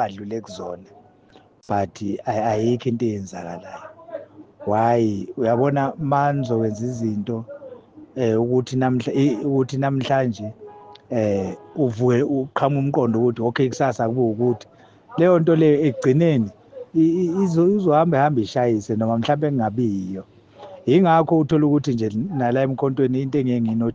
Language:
Zulu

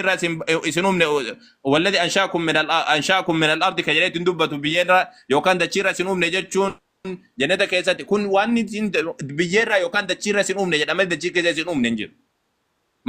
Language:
Oromo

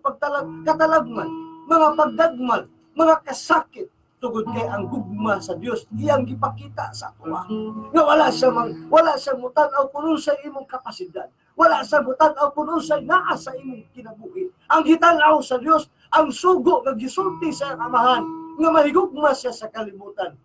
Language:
Cebuano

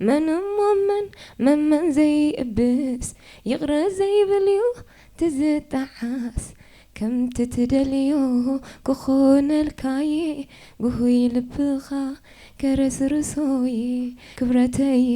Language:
Tigrinya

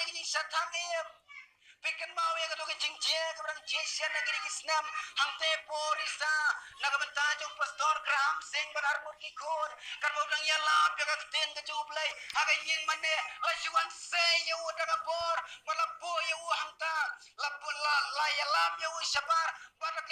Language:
Khasi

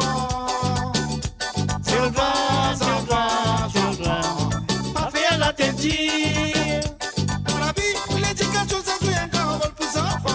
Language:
Morisyen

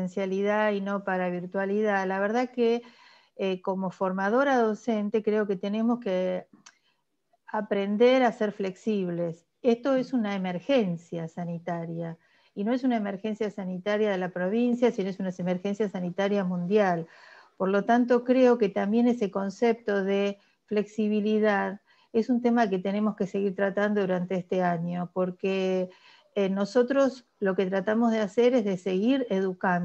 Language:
Spanish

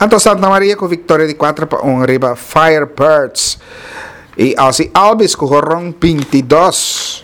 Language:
Papiamento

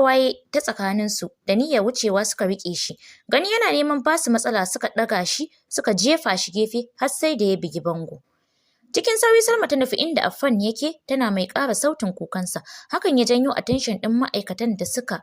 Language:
Hausa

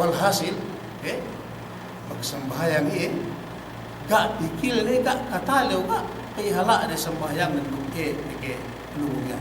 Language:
Yakan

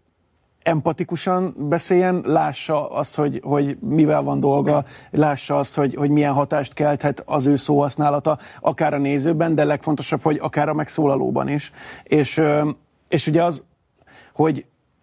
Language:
Hungarian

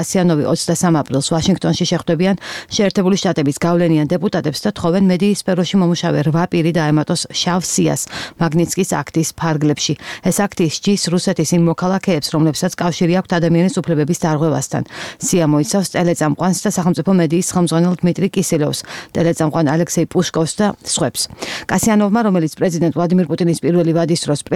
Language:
Georgian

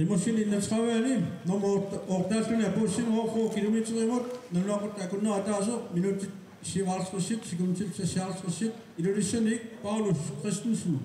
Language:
Kalaallisut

